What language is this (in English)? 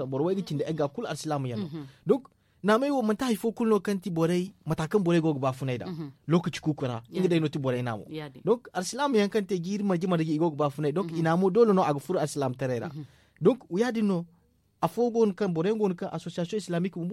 Zarma